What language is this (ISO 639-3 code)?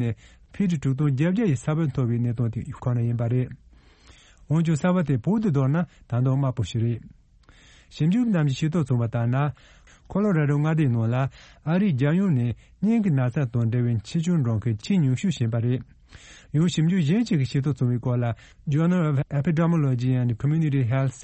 bod